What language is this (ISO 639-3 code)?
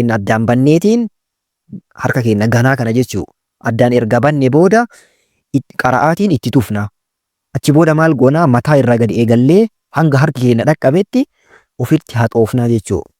orm